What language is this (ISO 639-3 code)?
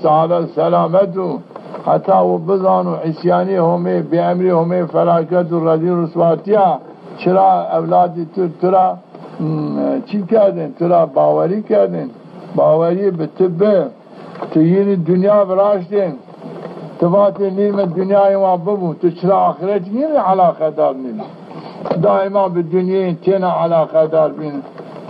zza